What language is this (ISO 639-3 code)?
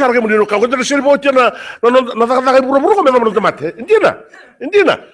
fij